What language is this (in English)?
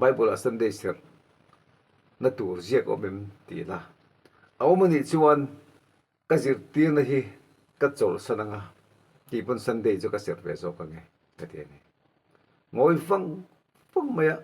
Mizo